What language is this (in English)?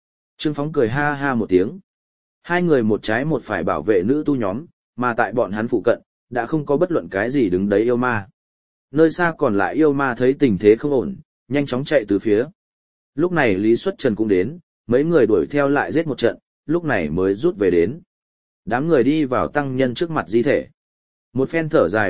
Vietnamese